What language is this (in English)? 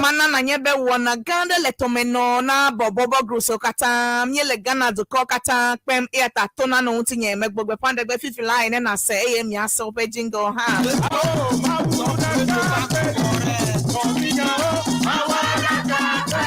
Ewe